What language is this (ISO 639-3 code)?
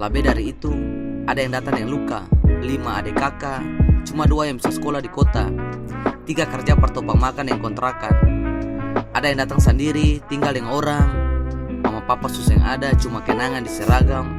abs